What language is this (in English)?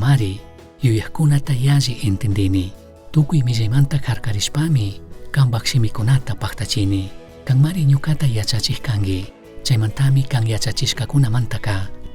Chimborazo Highland Quichua